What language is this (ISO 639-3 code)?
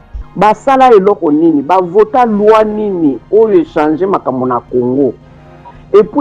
lin